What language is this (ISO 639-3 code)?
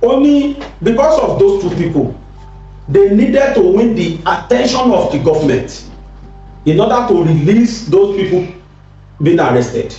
yor